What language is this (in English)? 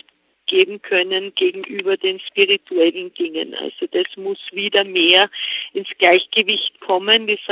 German